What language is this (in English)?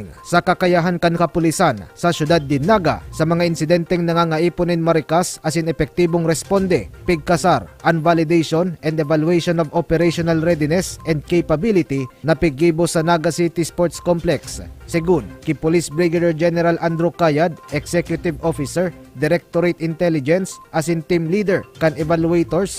Bikol